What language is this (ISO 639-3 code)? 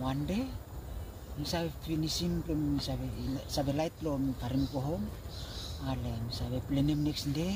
bis